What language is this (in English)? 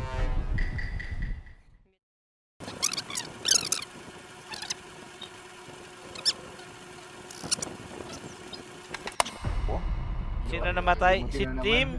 Filipino